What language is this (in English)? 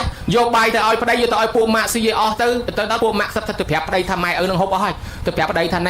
Khmer